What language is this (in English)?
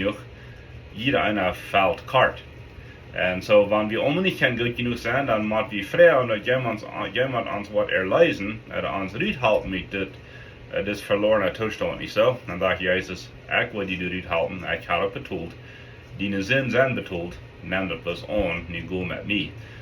Plautdietsch